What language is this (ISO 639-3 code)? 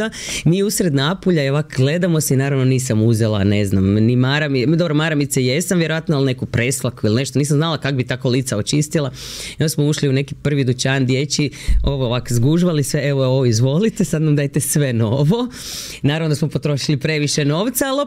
hrv